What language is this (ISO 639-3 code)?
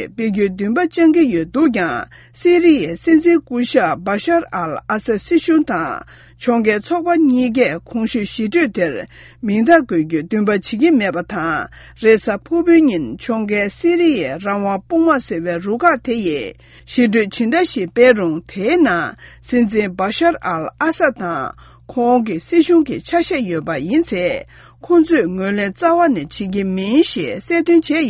bod